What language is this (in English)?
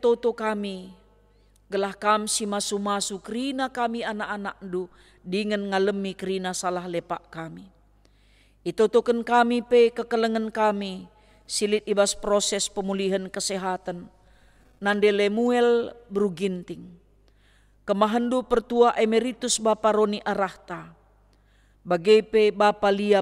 Batak Karo